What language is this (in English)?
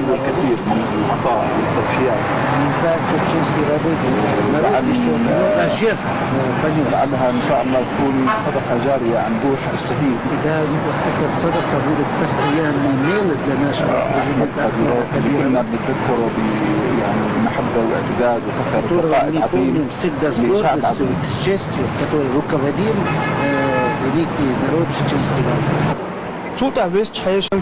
Chechen